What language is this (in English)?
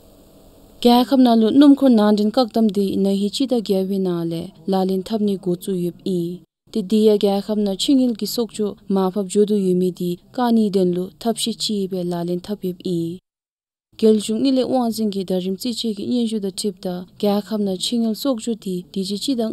Dzongkha